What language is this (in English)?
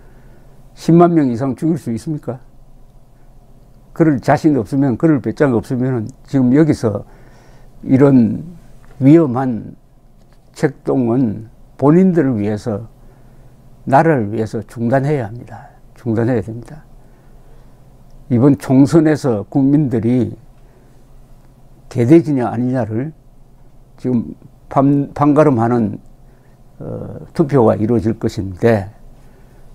Korean